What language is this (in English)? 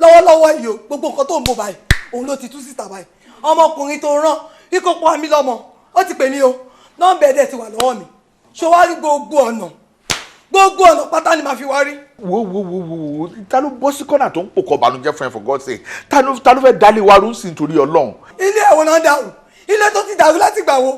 Yoruba